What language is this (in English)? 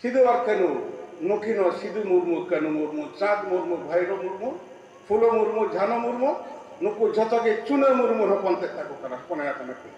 Santali